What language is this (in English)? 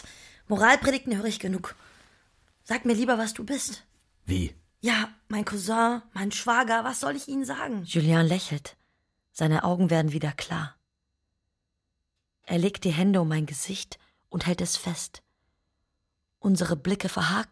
German